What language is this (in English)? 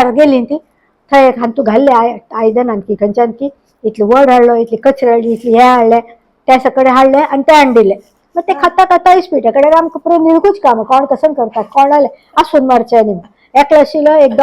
Konkani